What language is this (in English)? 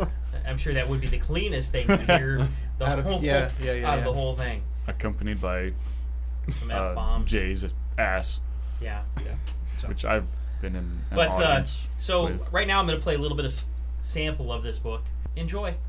English